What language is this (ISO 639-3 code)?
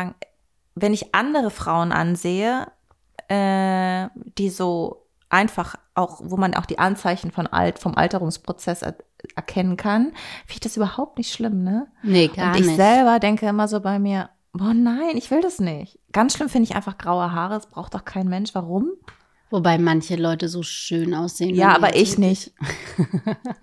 deu